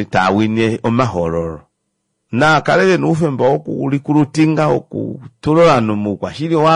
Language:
Kuanyama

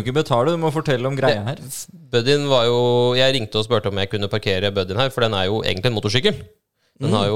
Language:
Norwegian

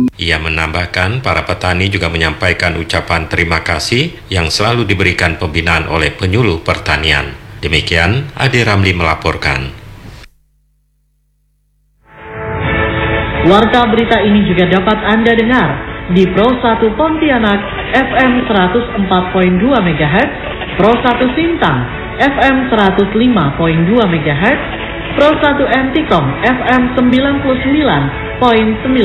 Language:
Indonesian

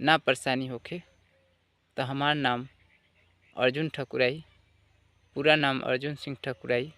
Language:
Bhojpuri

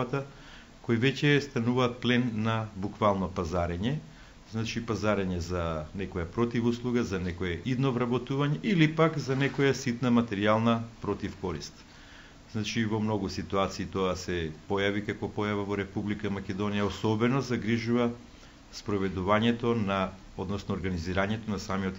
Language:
Macedonian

